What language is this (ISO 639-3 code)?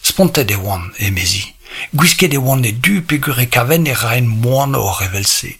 bre